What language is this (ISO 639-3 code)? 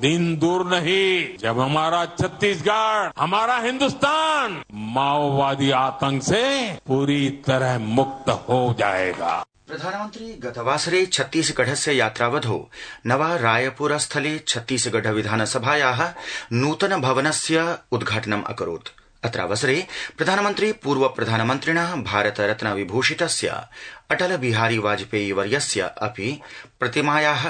san